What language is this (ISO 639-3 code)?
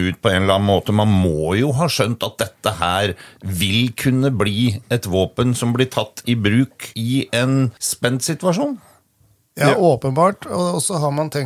nor